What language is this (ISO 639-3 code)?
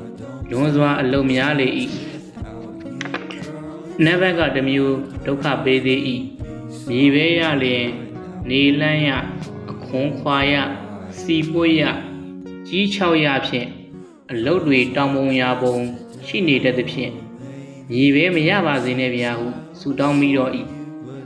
mya